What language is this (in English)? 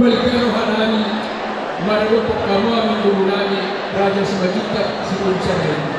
Batak Toba